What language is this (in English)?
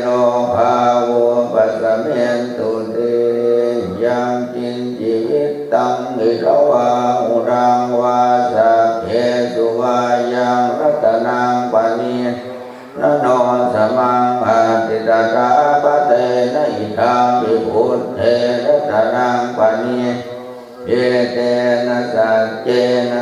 Pali